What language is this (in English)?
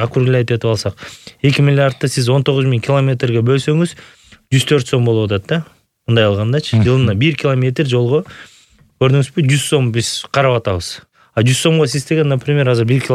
Kyrgyz